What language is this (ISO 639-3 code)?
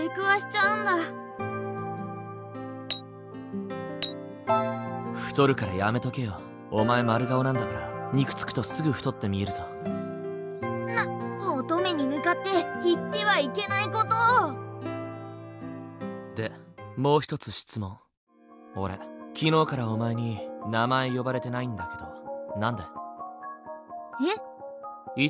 jpn